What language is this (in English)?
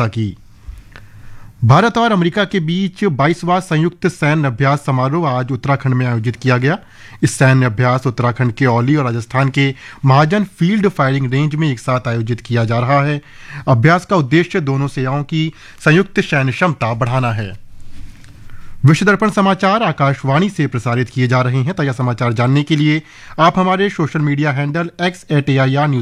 Hindi